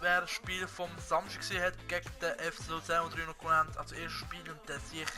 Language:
Swiss German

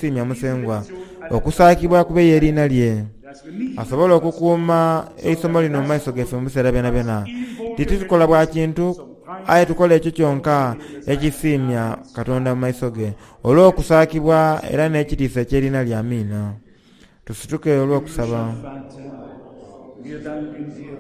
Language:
Soga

